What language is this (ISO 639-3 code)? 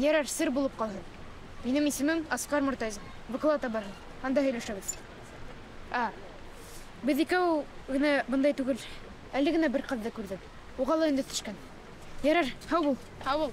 bak